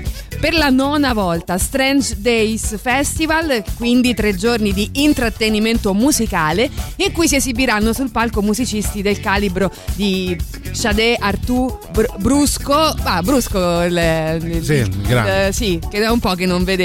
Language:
Italian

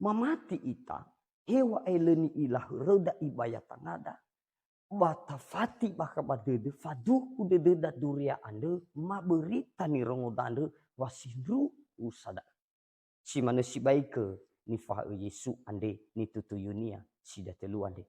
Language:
Nias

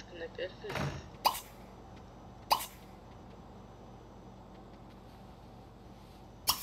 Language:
Polish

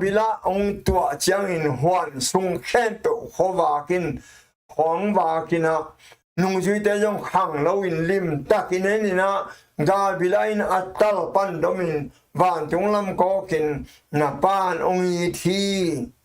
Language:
Tedim Chin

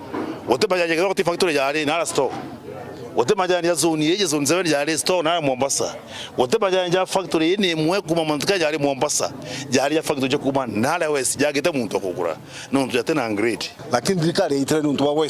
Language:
Meru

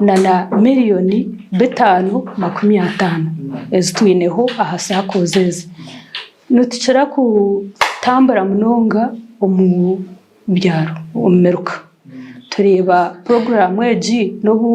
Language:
Nyankole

